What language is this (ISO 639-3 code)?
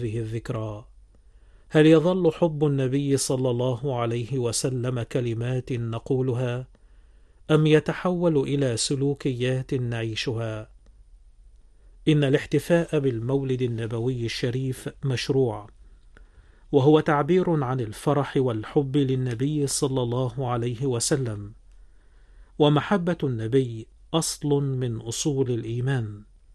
ara